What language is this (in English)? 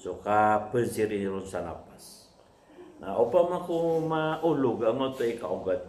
Maranao